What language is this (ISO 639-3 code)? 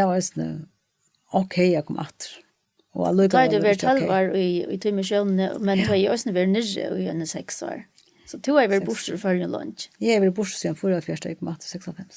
fao